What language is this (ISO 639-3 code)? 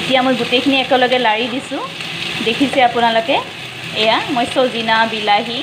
asm